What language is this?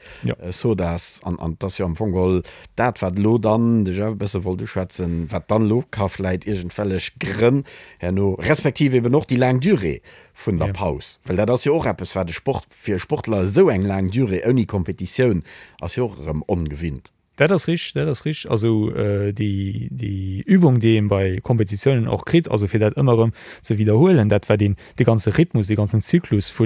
Luxembourgish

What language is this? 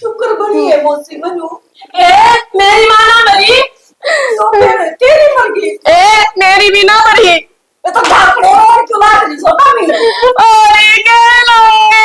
Haryanvi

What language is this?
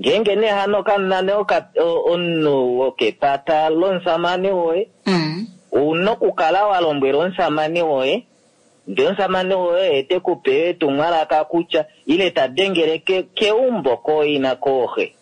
Kuanyama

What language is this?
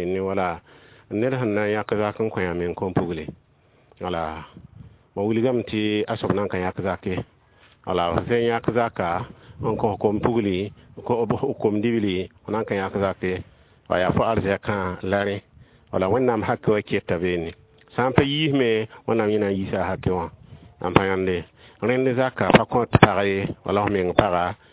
Mossi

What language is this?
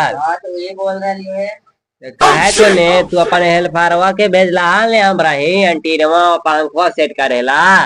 Magahi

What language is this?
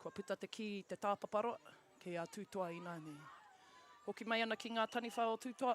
Māori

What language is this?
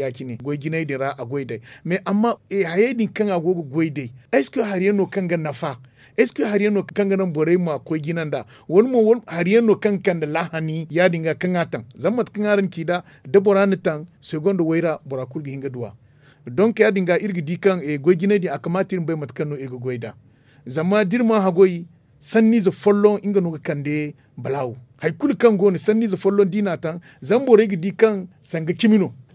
Zarma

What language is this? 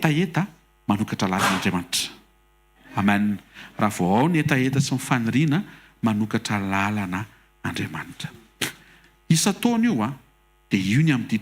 Malagasy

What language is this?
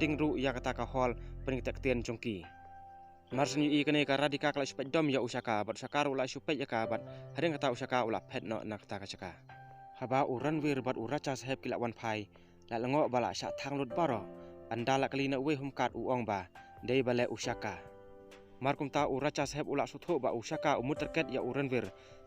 Khasi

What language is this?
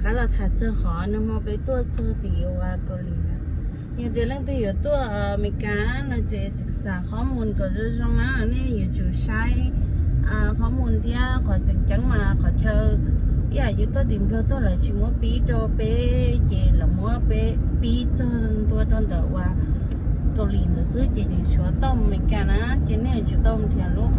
Hmong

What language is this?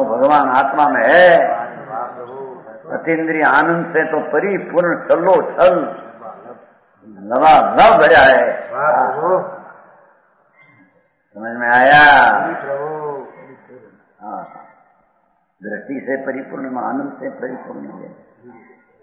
Hindi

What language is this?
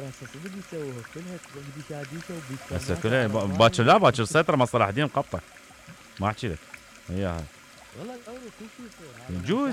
Mesopotamian Arabic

